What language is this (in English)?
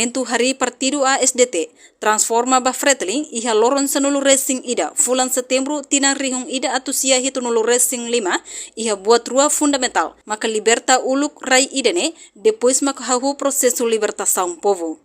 Tetum